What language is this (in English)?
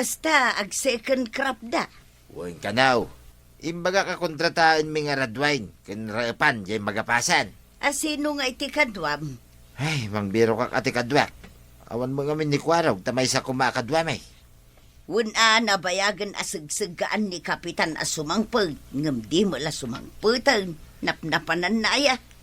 Iloko